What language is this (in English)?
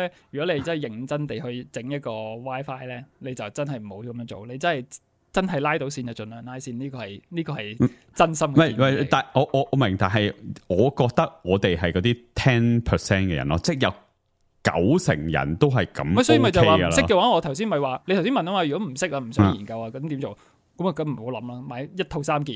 Cantonese